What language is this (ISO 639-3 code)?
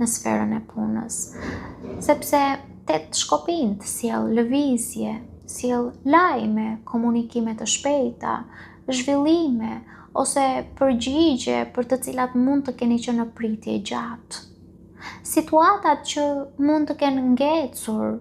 sqi